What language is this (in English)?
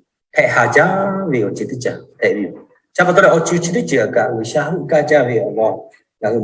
Lahu